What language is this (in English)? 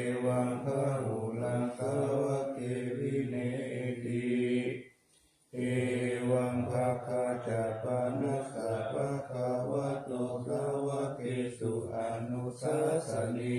Pali